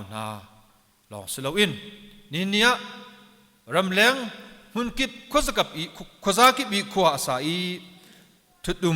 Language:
Hakha Chin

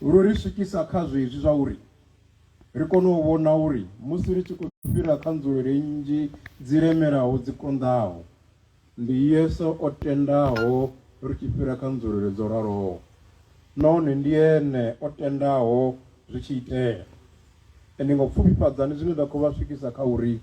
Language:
Venda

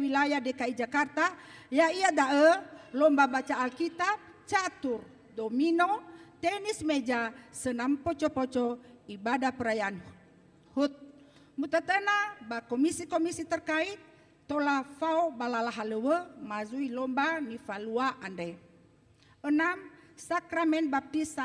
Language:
Nias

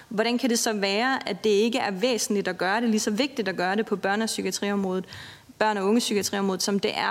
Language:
Danish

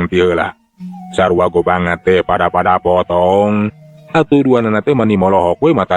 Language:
Sundanese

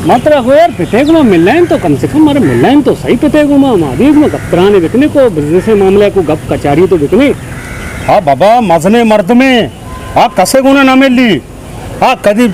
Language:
Baluchi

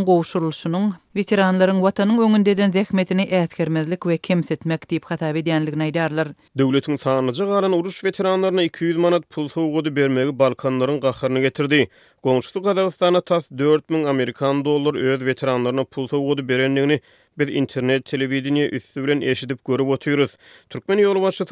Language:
Turkmen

